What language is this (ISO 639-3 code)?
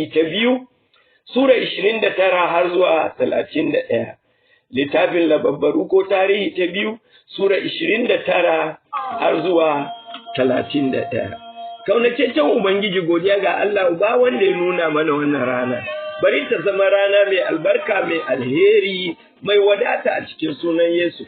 hau